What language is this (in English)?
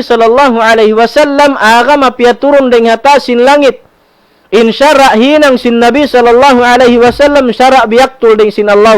Tausug